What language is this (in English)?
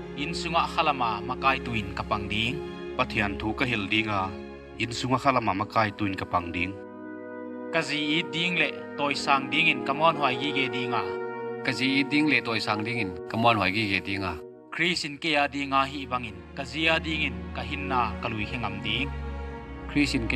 Paite Chin